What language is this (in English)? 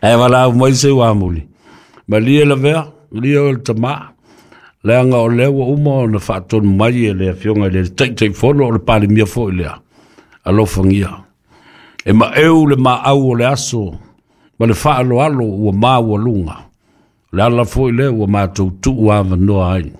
Samoan